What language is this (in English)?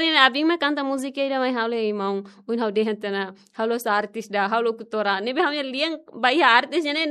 Tetum